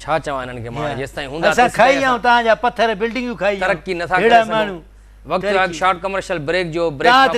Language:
Sindhi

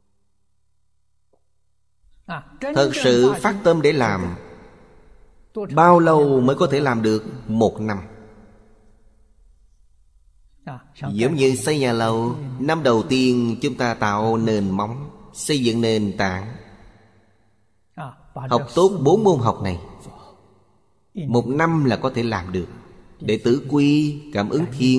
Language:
Vietnamese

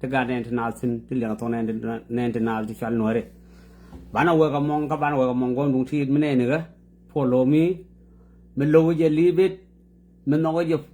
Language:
Nuer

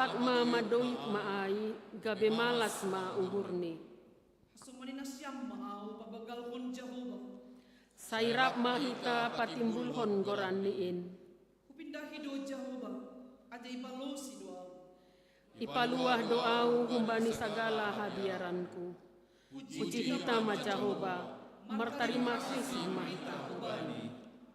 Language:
Batak Simalungun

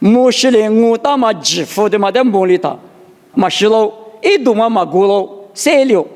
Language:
Lisu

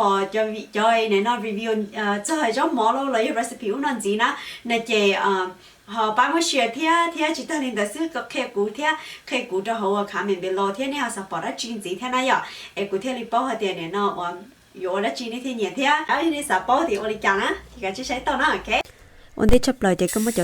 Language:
Hmong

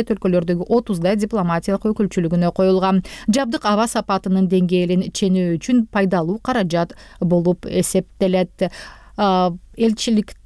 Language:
Kyrgyz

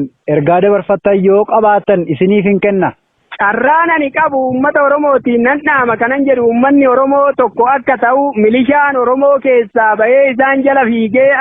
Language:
Oromo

